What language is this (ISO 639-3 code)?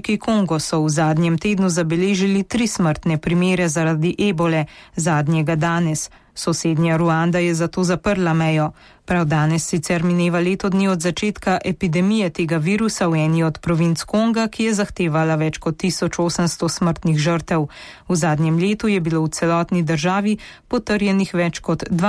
slv